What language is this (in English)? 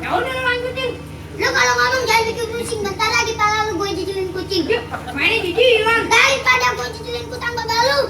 Betawi